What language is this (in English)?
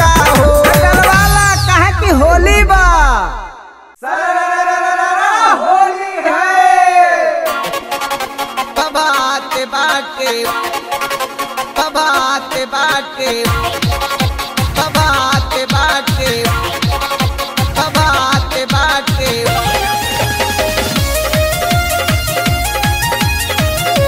Bhojpuri